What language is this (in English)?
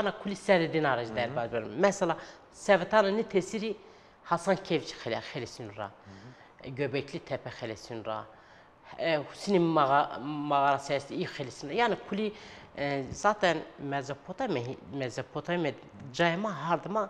Zaza